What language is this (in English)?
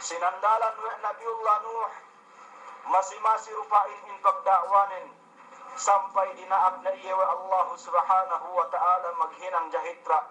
Yakan